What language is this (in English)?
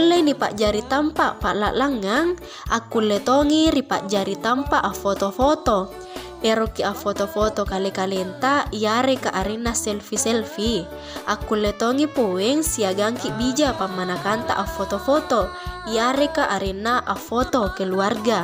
Makasar